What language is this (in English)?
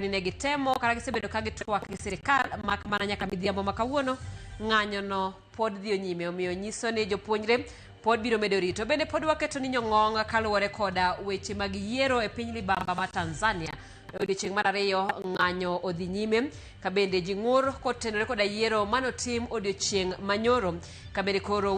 Luo (Kenya and Tanzania)